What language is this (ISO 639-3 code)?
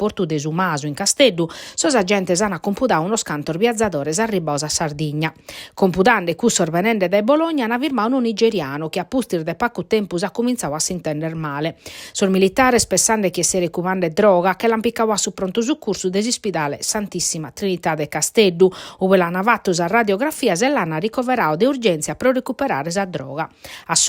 srd